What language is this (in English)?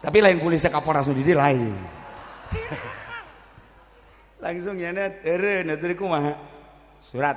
Sundanese